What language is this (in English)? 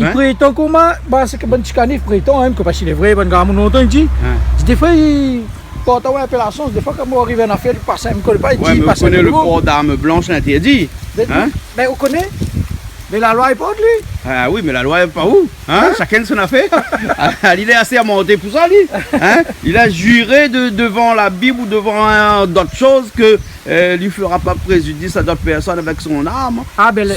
Réunion Creole French